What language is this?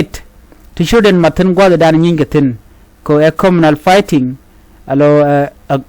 Nuer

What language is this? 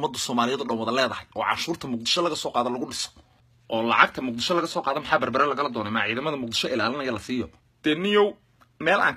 Somali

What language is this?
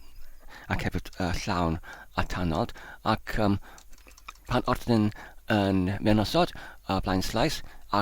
Welsh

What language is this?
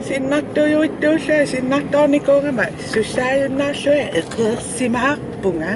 Kalaallisut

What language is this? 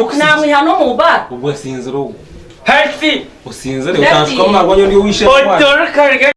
Nyankole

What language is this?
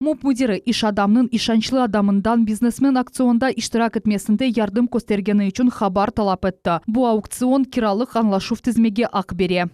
Crimean Tatar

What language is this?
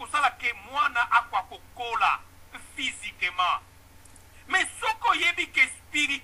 Lingala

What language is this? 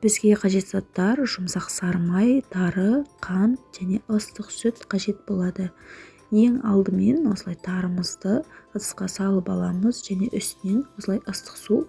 Kazakh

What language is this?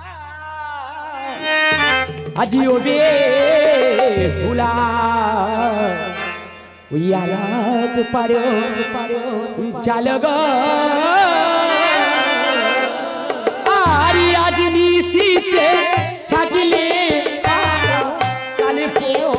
Bangla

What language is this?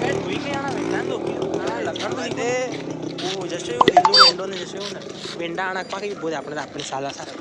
Rajasthani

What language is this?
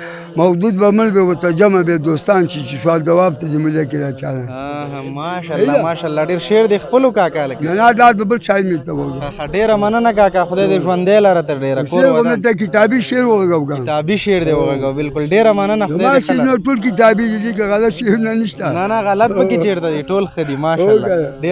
Pashto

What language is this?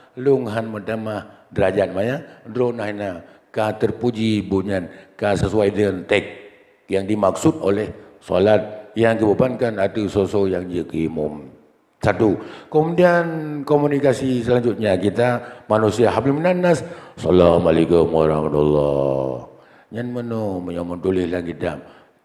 Achinese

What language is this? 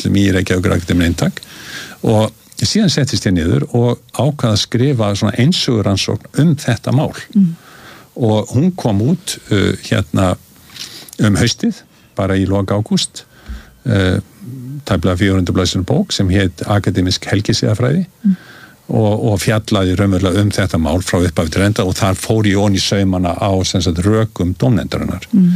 Icelandic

